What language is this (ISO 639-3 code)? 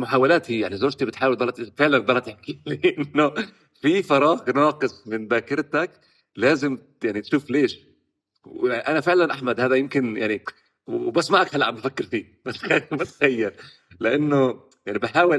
apc